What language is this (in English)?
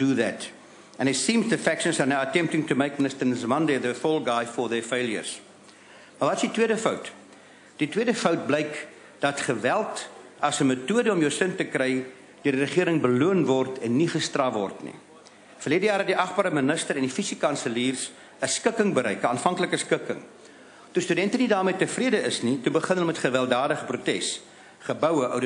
Afrikaans